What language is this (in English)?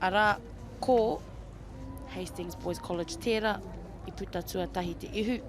Māori